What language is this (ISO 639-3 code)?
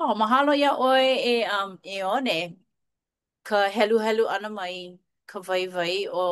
haw